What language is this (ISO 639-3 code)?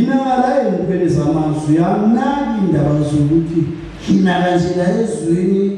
zul